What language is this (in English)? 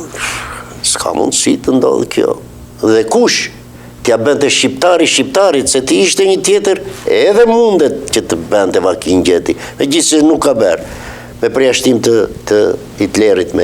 Albanian